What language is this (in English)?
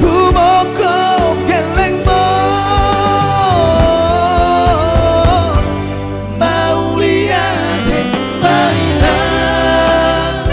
Batak Toba